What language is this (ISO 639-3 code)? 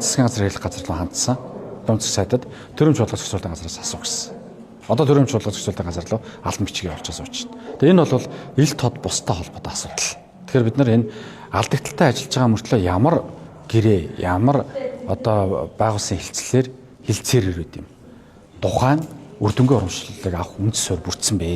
mon